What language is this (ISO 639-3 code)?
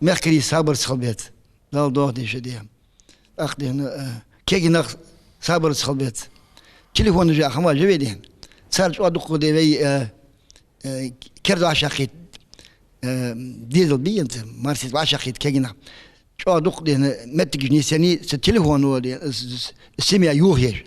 inh